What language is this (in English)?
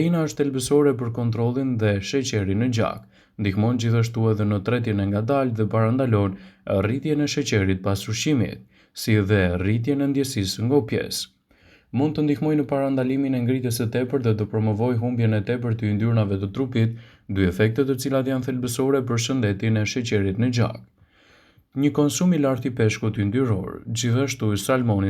Albanian